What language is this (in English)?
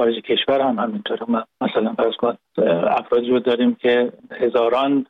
Persian